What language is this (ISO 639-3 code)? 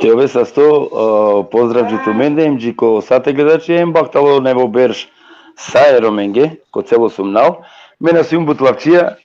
rmn